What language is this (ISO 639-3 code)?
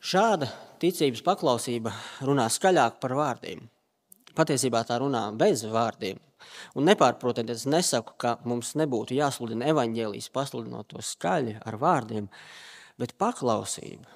lav